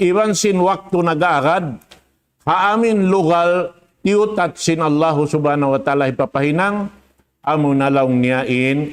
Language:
Tausug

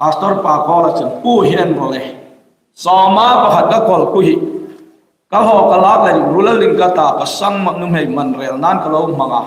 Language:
Hmar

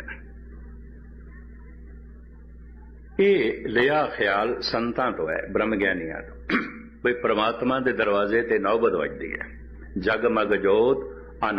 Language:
Punjabi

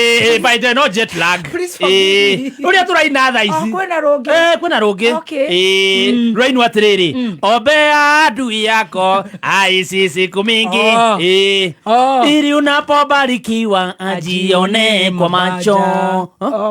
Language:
Kikuyu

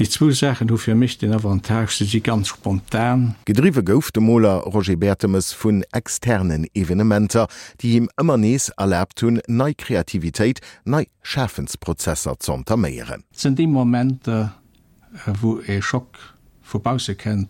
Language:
Luxembourgish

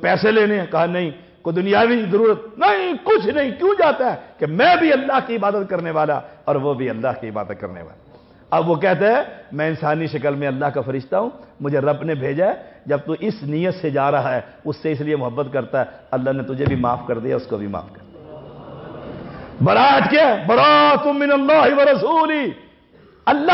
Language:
Urdu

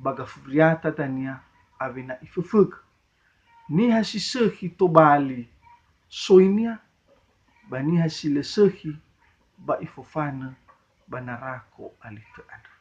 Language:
Nias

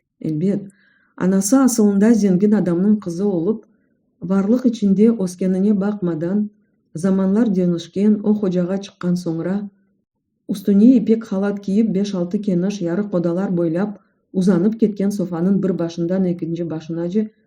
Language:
Crimean Tatar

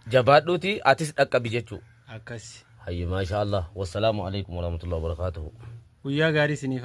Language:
Oromo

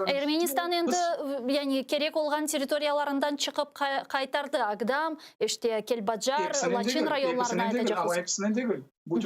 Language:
Crimean Tatar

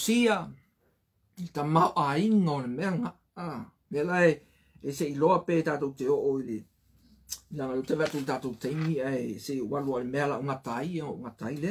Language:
Samoan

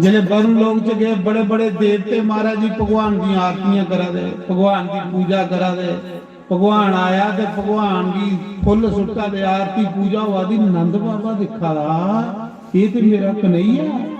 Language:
Dogri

